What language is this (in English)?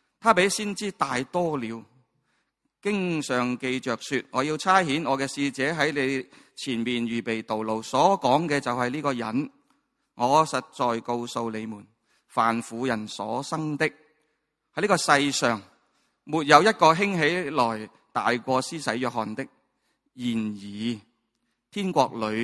Cantonese